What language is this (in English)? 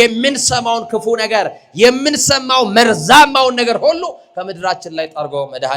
Amharic